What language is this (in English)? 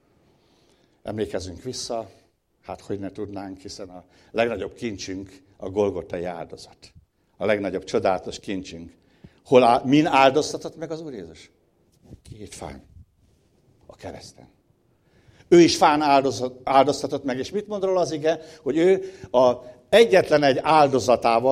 Hungarian